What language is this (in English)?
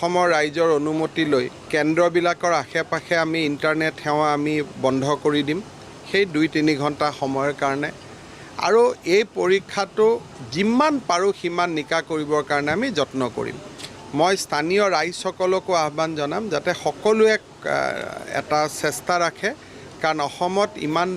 Assamese